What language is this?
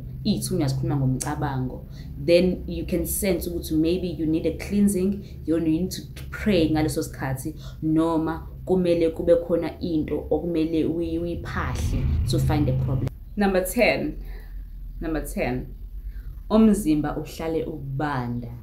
Zulu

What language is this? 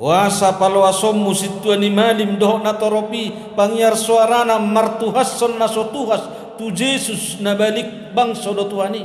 Batak Toba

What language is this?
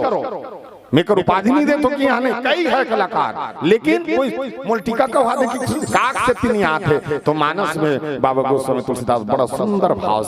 Chhattisgarhi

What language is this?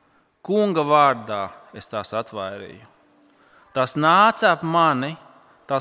Latvian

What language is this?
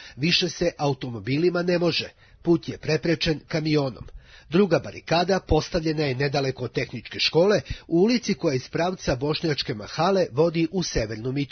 Serbian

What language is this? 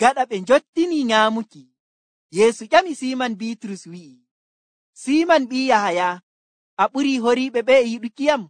Nigerian Fulfulde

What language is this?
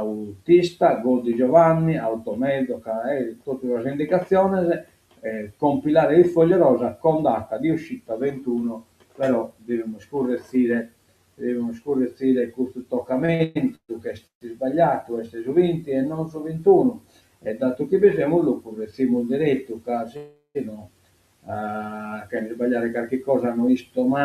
Sardinian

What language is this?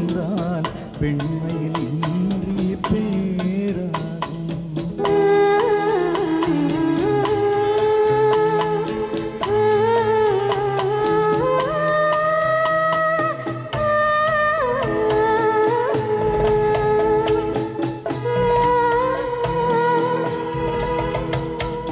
Tamil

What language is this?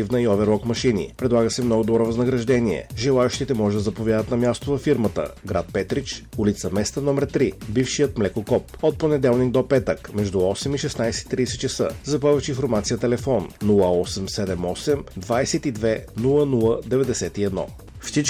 Bulgarian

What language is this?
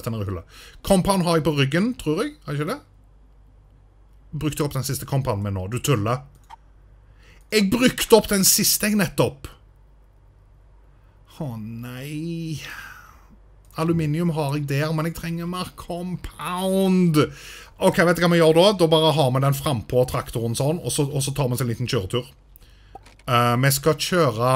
Norwegian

